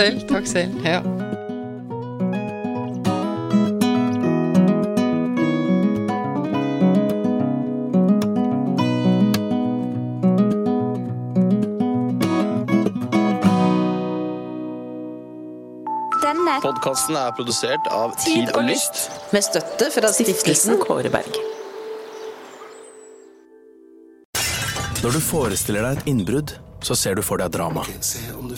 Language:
Norwegian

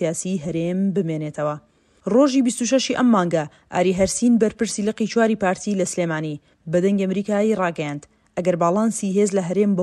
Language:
Central Kurdish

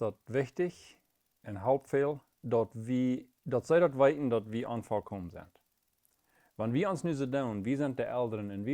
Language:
Plautdietsch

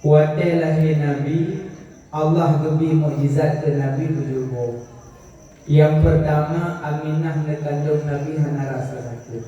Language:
Achinese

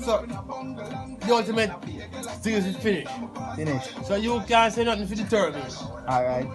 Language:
Jamaican Creole English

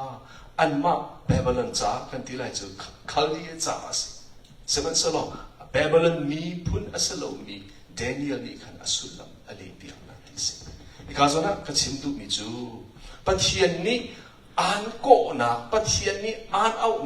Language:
Hakha Chin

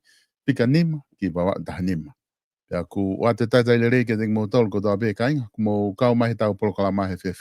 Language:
Tongan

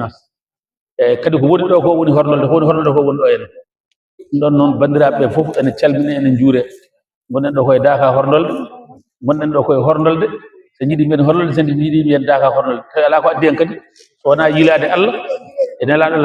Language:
Fula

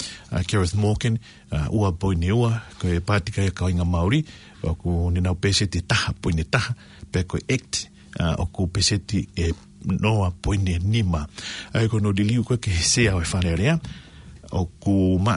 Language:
Tongan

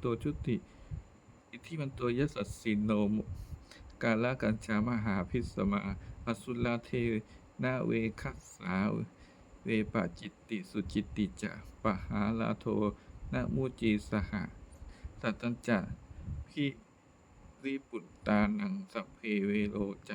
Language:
Pali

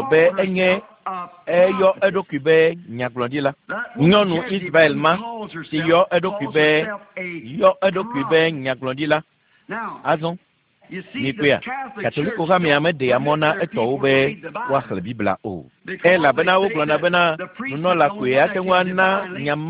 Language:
Ewe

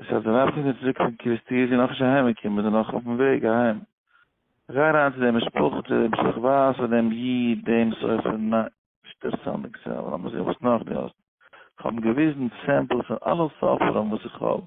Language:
Yiddish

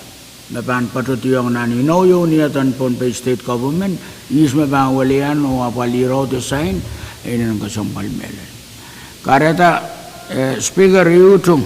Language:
Pohnpeian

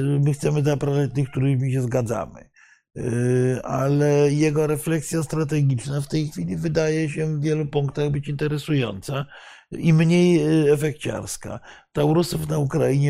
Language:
Polish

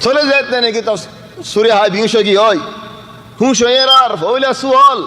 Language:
Rohingya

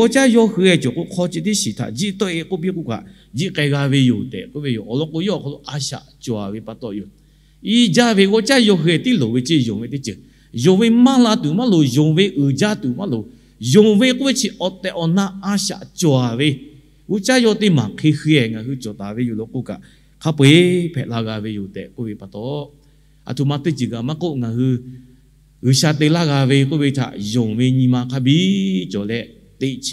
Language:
Lahu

